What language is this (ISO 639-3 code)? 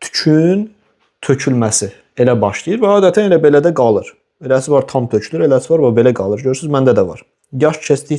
aze